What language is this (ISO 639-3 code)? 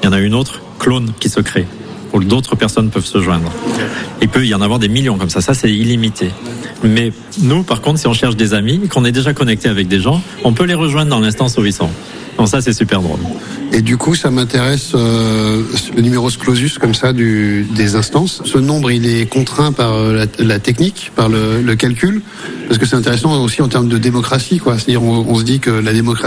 fra